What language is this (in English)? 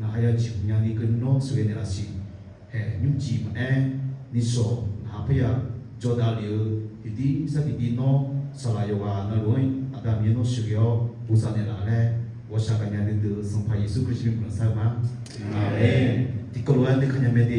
Akha